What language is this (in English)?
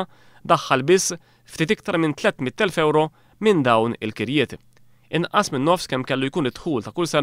Maltese